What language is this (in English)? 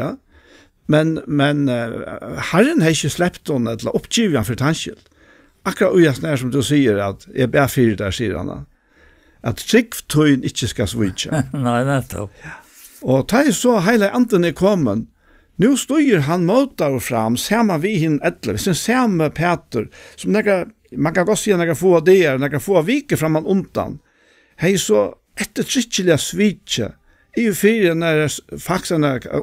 Faroese